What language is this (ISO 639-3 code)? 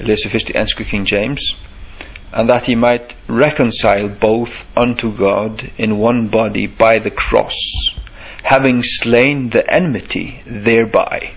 fao